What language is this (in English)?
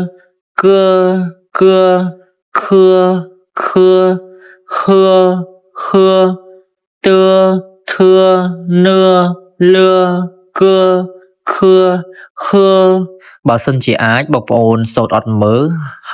Khmer